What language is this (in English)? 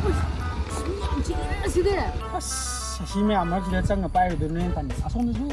Manipuri